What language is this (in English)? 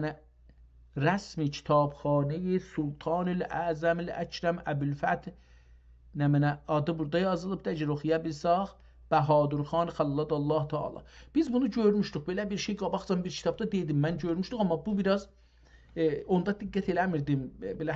South Azerbaijani